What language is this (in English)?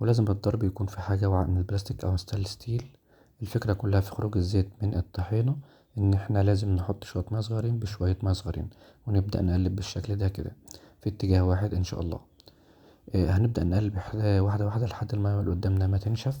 Egyptian Arabic